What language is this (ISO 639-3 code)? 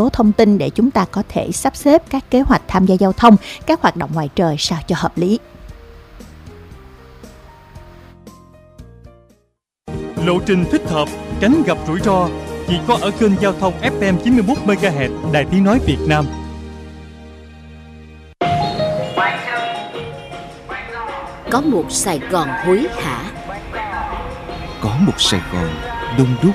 vie